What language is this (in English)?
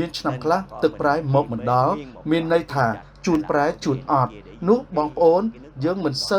Khmer